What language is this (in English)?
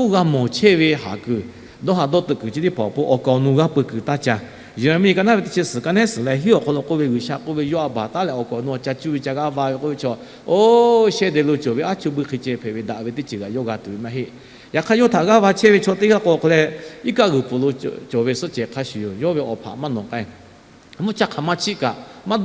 Lahu